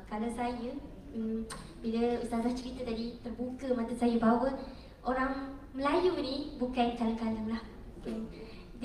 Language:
Malay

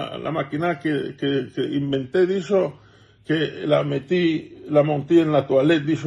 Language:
Ladino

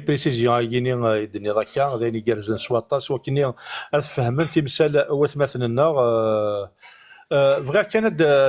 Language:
Kabyle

